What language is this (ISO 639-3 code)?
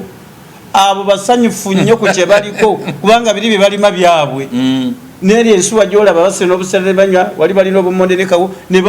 lug